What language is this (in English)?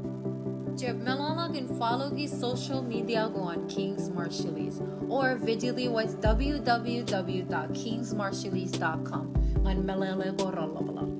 Marshallese